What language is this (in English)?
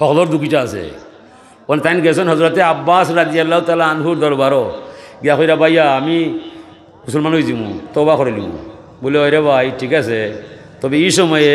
Sylheti